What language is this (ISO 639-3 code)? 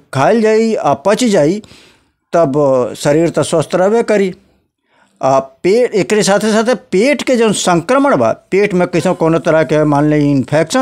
bho